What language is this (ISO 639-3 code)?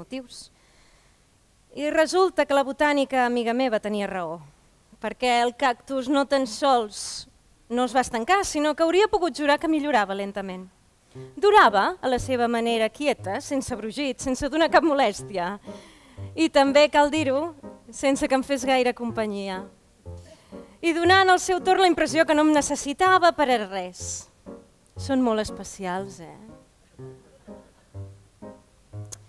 cat